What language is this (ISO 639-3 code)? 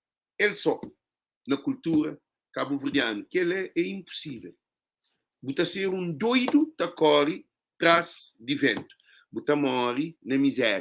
kea